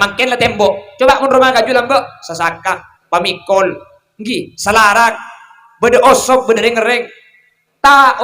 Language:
Madurese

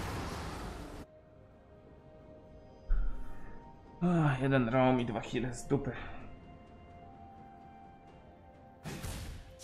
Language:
Polish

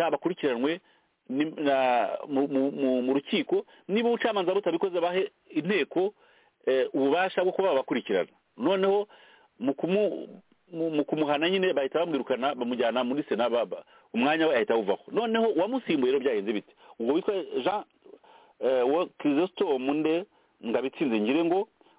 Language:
Kinyarwanda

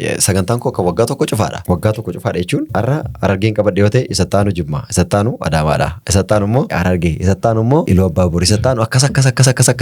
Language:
Oromo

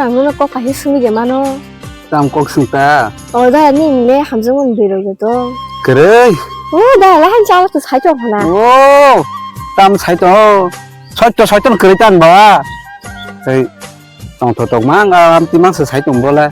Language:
Kok Borok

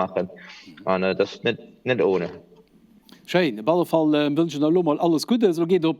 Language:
Luxembourgish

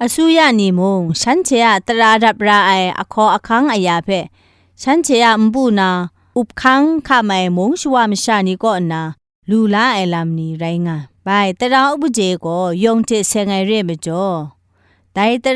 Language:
Kachin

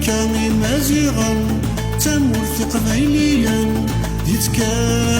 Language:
Kabyle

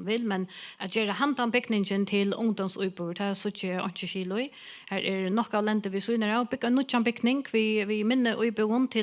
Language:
Faroese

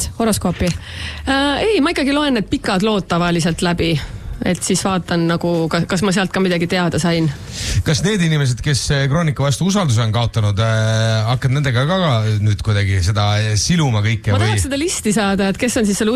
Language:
Estonian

